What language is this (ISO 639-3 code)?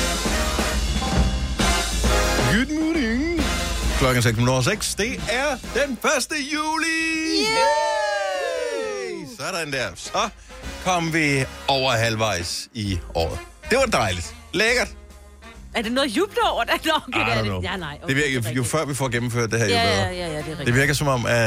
dan